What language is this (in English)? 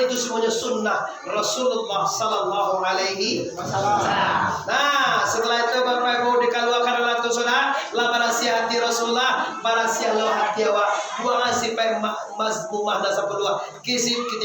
Minangkabau